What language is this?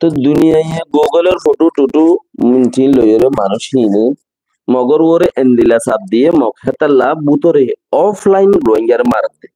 Rohingya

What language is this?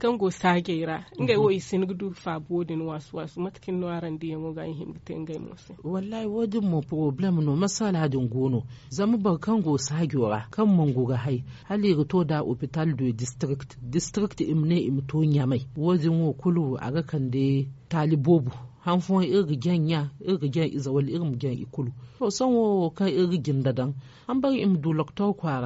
Zarma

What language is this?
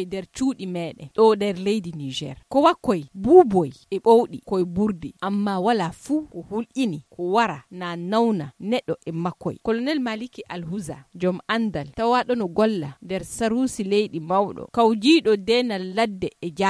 Fula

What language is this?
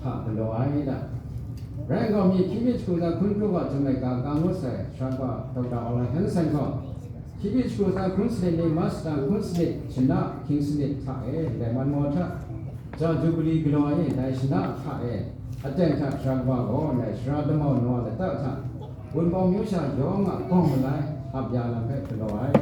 Kachin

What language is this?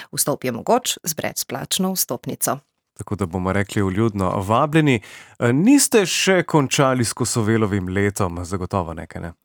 Slovenian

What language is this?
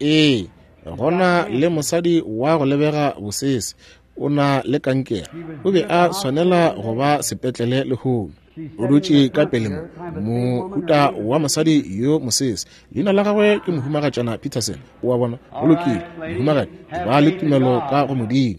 Northern Sotho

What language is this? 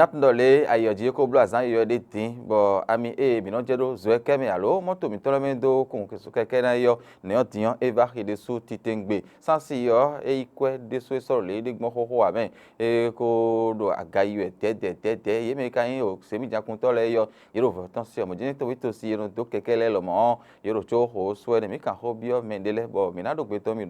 Fon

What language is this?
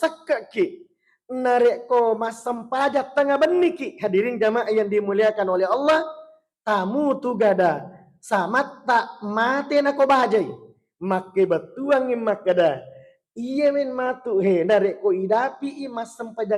Buginese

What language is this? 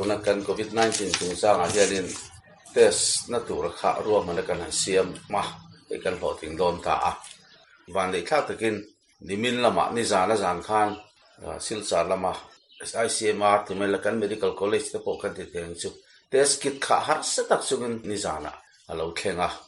Mizo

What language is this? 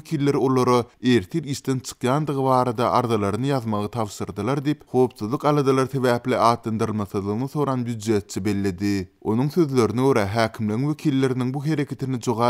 Turkmen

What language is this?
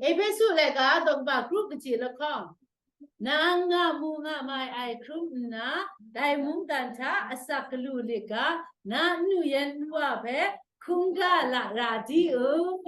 Kachin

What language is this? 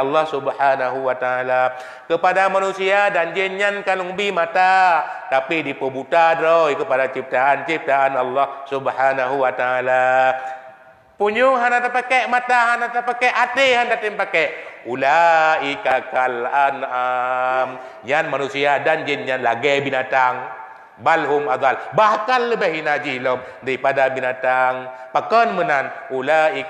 Achinese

